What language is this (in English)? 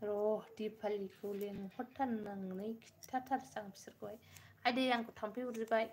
Bodo